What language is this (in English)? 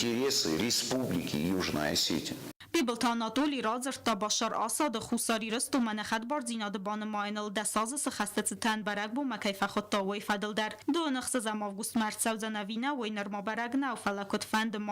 Ossetic